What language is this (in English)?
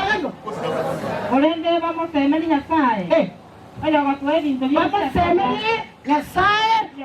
Gusii